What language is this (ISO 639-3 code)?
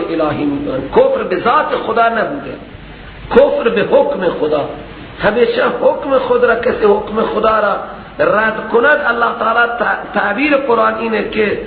fas